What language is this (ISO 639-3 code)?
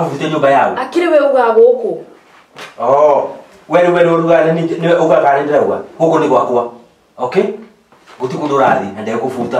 kik